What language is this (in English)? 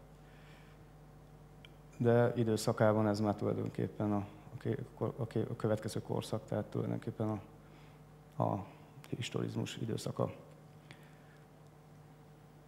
Hungarian